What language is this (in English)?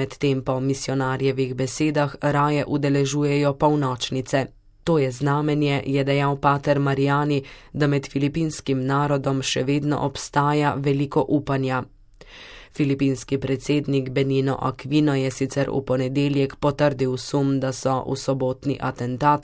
Slovenian